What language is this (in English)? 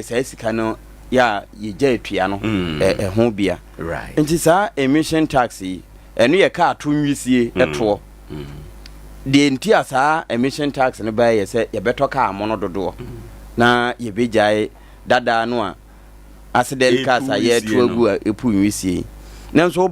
Akan